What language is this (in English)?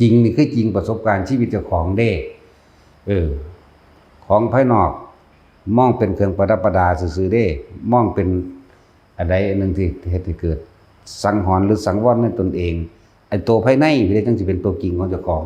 Lao